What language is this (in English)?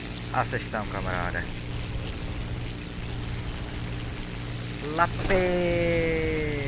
Czech